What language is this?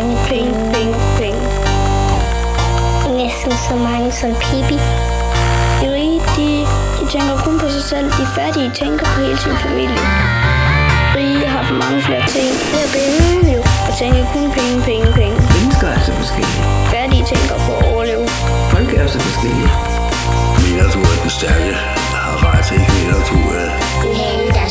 Danish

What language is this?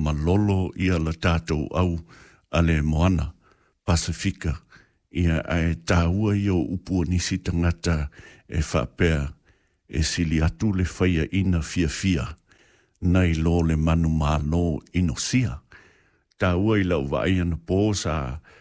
Samoan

